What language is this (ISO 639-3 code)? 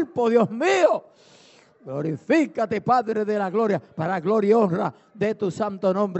spa